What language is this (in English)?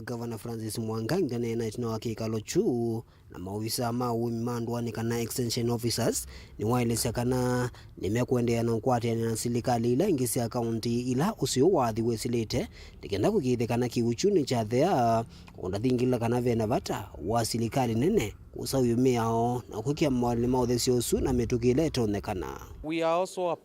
Kamba